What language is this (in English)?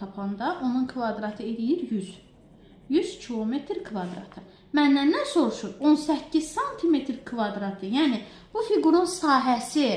Azerbaijani